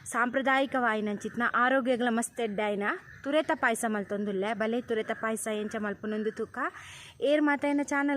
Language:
Tulu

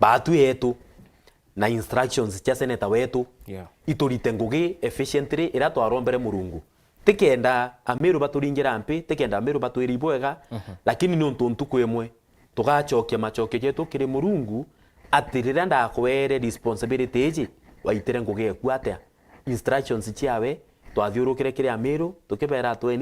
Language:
Meru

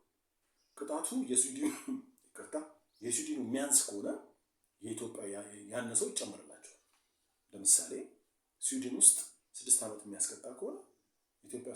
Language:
Amharic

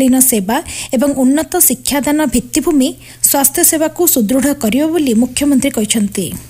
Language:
Odia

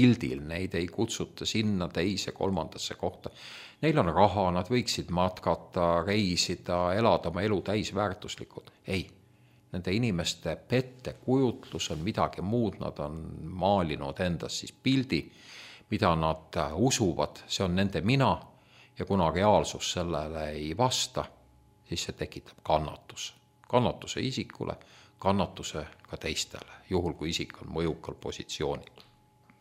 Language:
Estonian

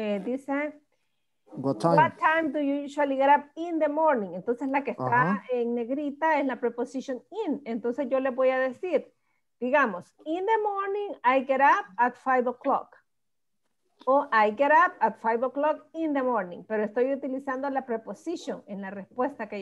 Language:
Spanish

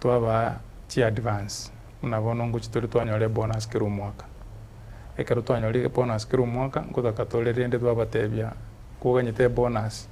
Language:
Gusii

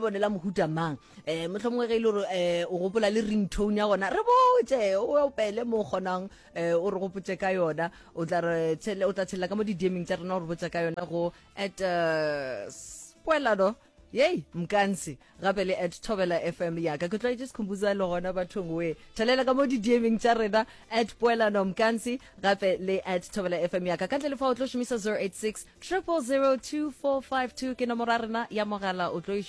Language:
Northern Sotho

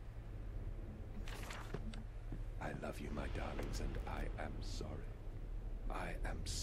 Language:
Polish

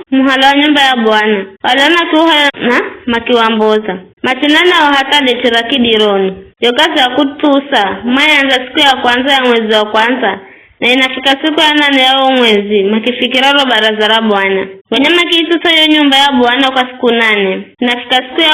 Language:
Giryama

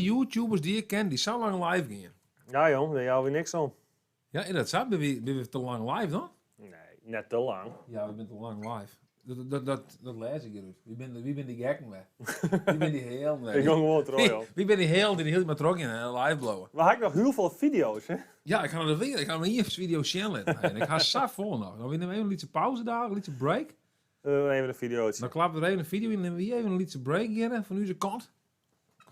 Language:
Western Frisian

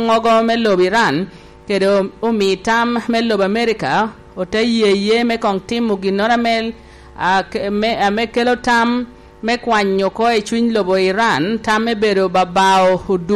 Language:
Lango (Uganda)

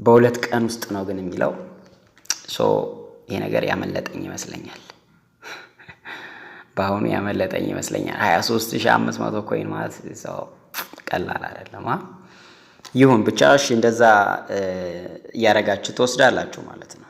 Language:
Amharic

